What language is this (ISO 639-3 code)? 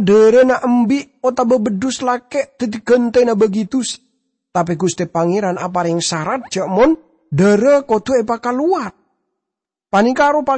mad